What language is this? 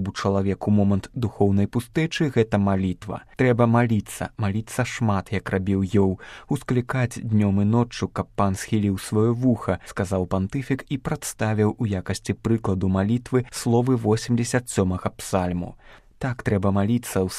Belarusian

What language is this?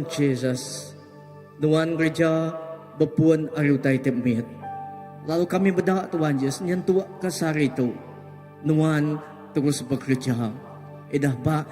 Iban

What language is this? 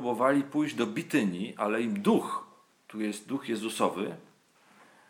Polish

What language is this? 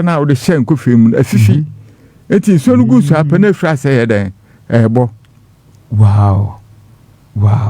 Akan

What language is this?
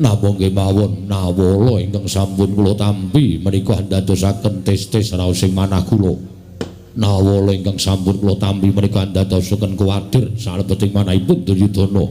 Javanese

